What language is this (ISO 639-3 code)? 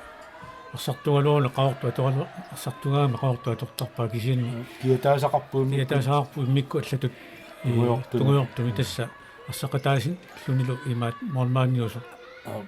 kal